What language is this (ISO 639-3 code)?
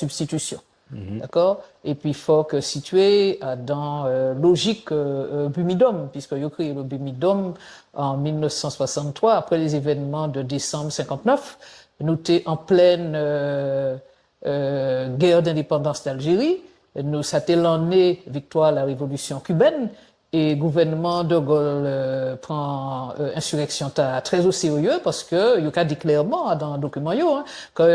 gcf